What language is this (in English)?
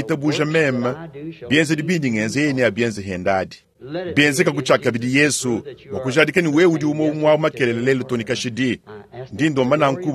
Luba-Lulua